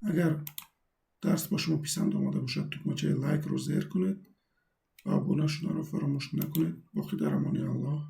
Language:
Tajik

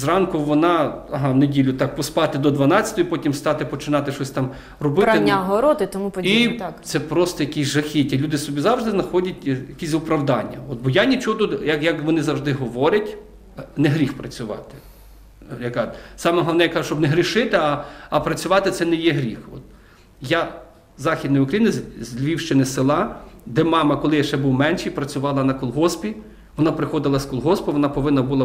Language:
Ukrainian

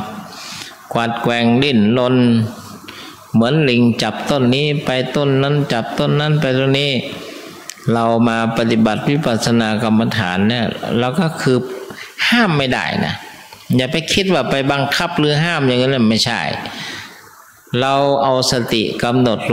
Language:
Thai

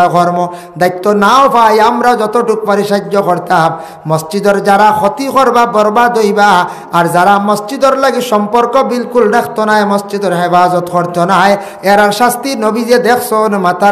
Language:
Sylheti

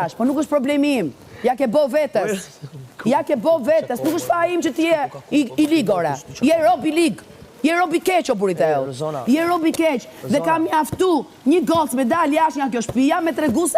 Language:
Albanian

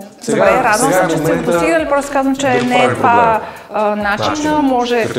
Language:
Bulgarian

